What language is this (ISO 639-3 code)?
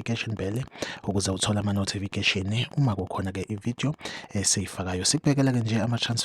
zul